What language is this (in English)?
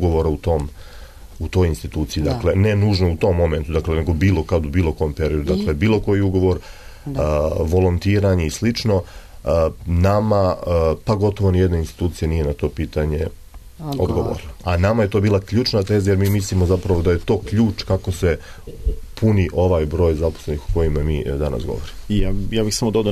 Serbian